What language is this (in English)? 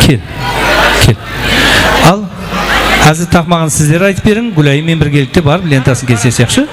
Kara-Kalpak